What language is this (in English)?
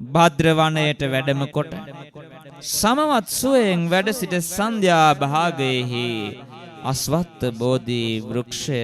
Sinhala